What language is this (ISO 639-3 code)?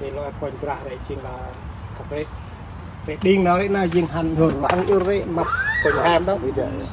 cmo